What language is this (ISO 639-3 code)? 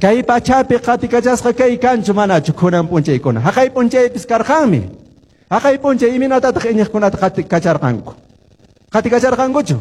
que